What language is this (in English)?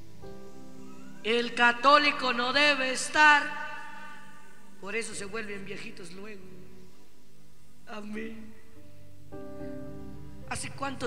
Spanish